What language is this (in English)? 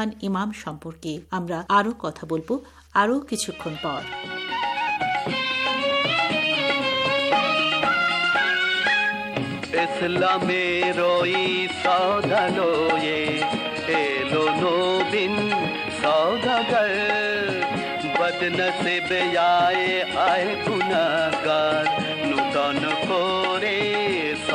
Bangla